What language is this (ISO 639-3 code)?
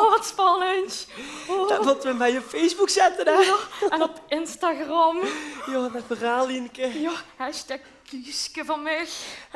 lim